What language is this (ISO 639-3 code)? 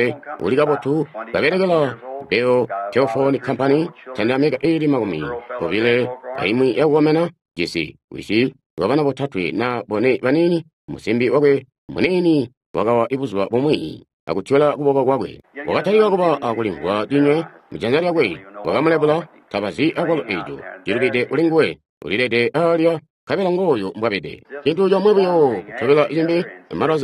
toi